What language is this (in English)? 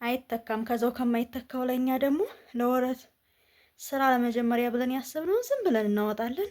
Amharic